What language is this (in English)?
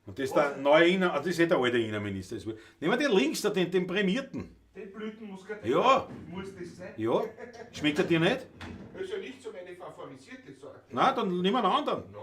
Bavarian